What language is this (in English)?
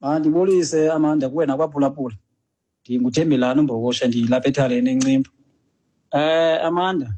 Xhosa